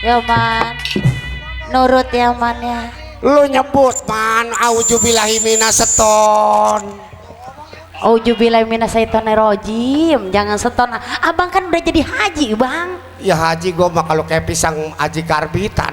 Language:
Betawi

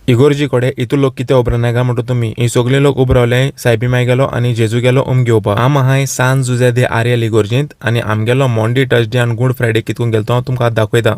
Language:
Konkani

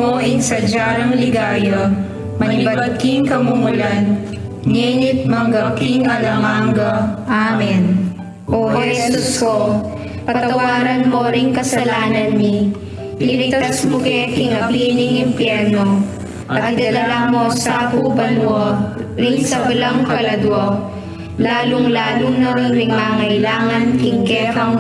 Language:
Pampanga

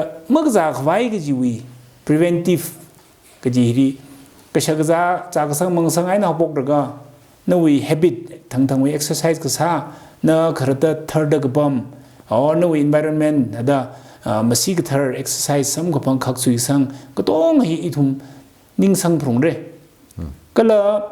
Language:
Tangkhul Naga (India)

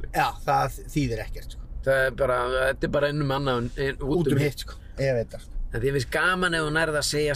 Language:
Icelandic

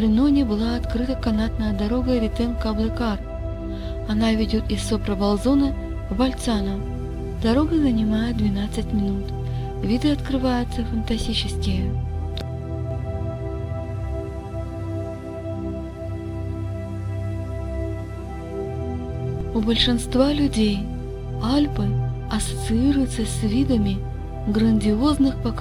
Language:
Russian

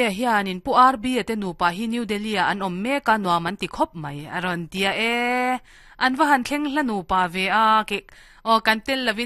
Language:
Mizo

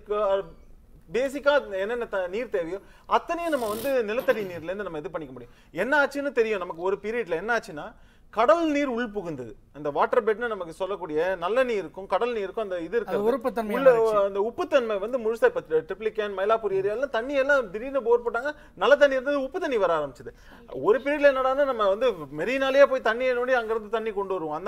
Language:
Tamil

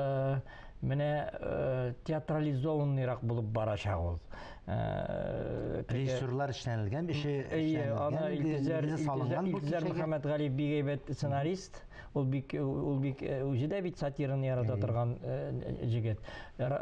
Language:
Tatar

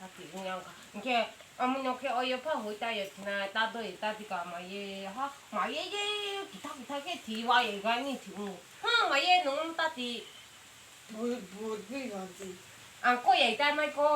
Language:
Kok Borok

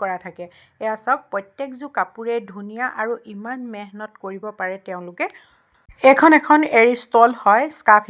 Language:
Assamese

